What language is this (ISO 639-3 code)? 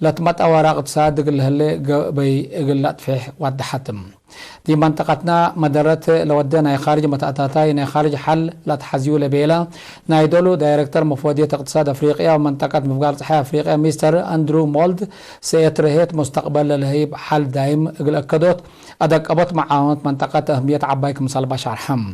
tig